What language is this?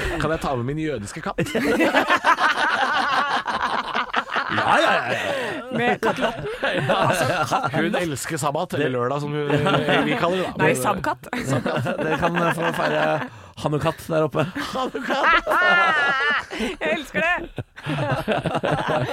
Norwegian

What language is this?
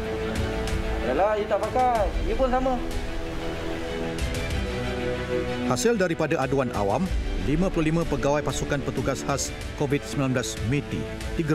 Malay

